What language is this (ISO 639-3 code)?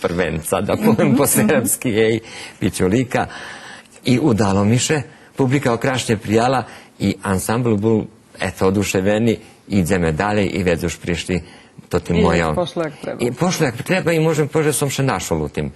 rue